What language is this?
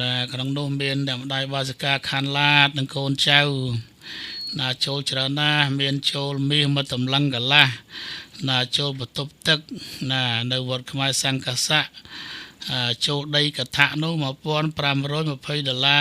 Khmer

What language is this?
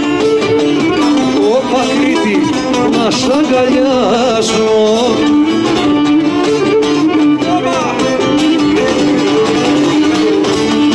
Greek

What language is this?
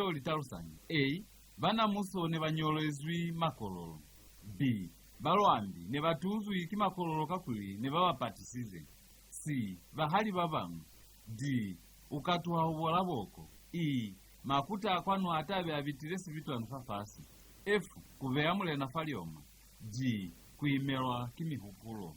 Lozi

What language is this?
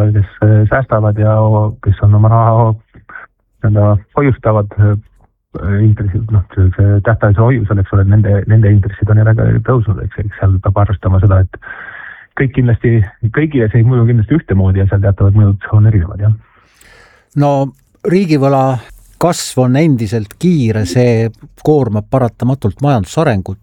Estonian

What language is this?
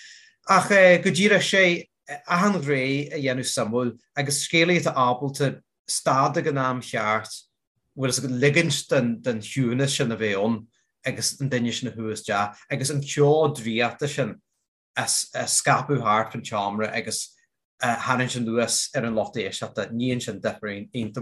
Irish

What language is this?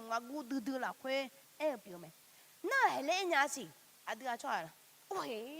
Akha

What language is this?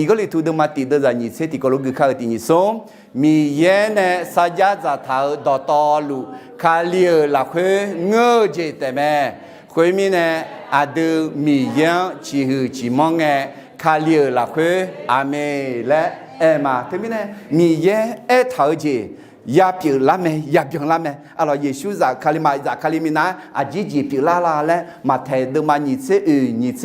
Akha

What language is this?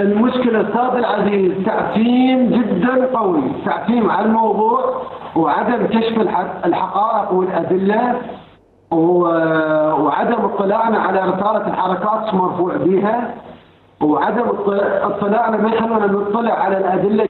Mesopotamian Arabic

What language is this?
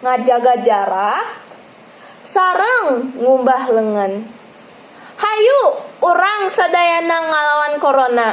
Sundanese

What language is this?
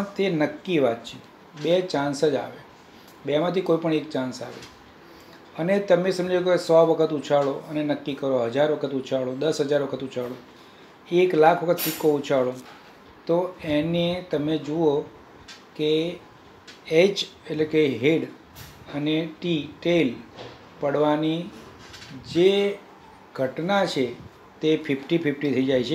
Gujarati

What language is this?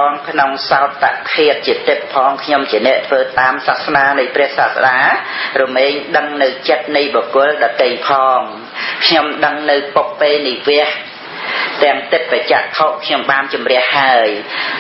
Khmer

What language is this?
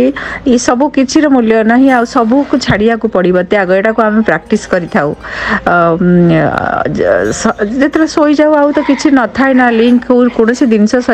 Odia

